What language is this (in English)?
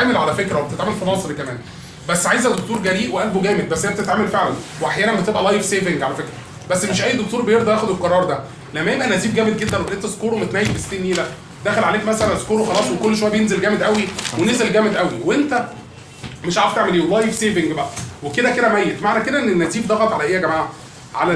Egyptian Arabic